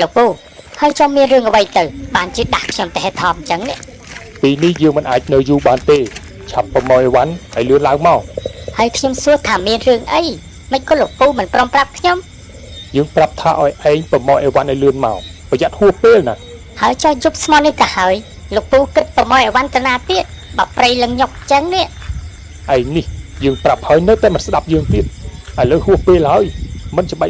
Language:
Khmer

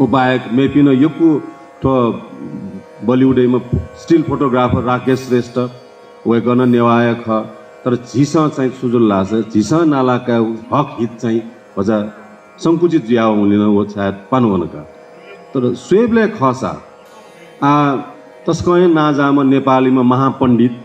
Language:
Newari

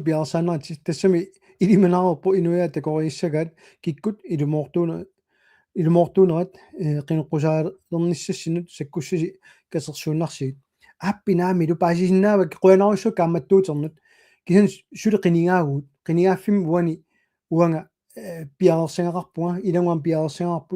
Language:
Kalaallisut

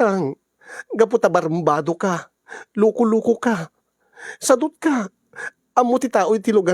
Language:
Iloko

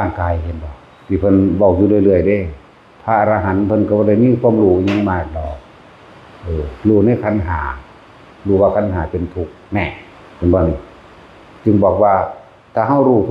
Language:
Northeastern Thai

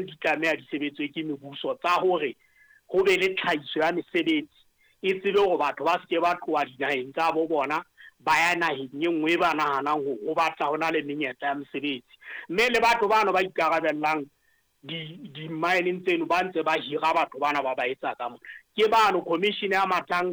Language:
Southern Sotho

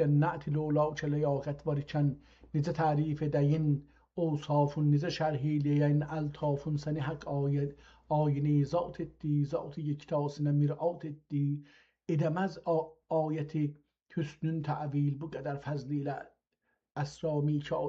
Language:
South Azerbaijani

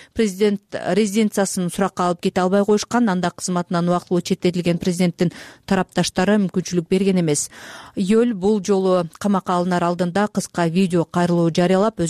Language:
Kyrgyz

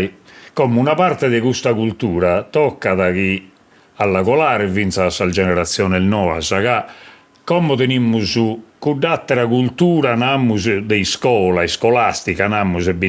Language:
Sardinian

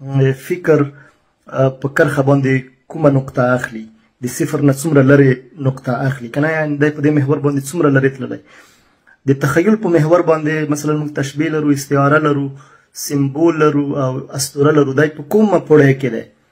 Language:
Pashto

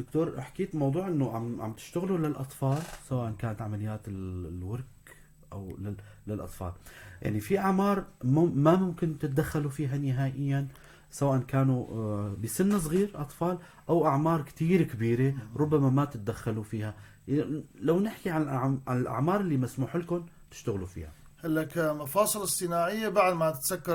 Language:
North Levantine Arabic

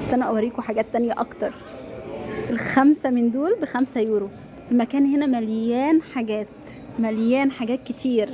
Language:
Egyptian Arabic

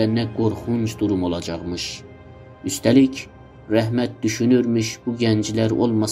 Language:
South Azerbaijani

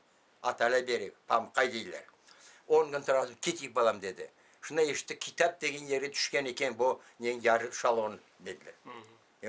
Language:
Crimean Tatar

